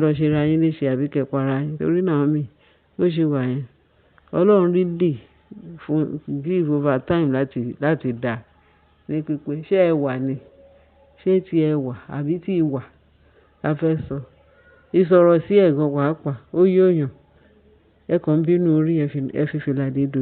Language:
Yoruba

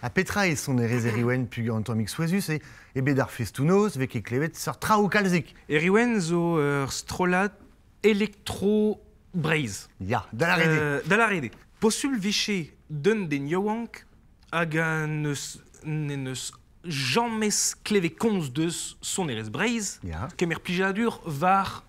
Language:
Breton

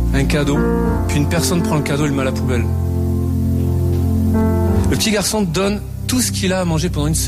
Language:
French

